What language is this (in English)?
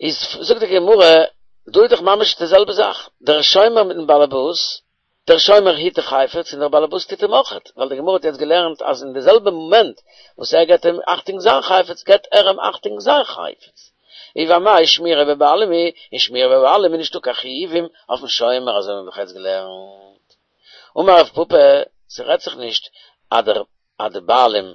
Yiddish